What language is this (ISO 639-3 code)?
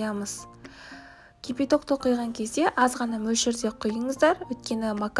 kaz